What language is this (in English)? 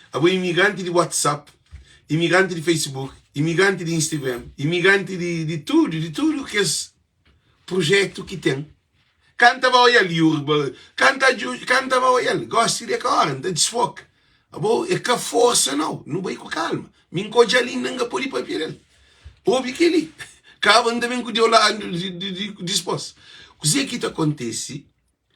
Kabuverdianu